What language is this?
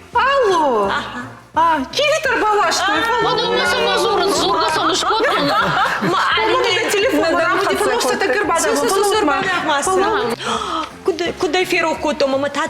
Ossetic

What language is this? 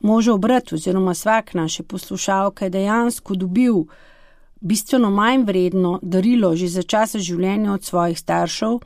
Slovenian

